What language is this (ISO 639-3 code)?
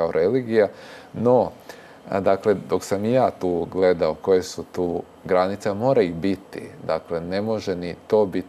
hrv